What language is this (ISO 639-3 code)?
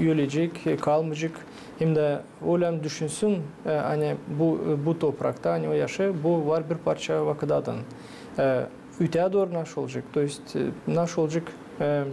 gag